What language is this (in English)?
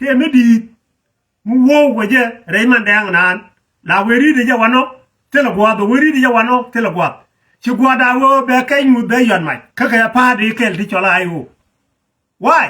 Nuer